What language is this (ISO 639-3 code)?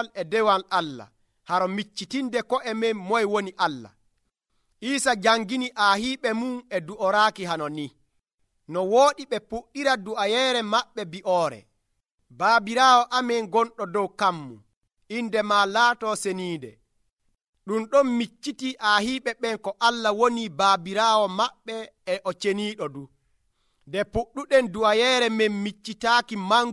fuv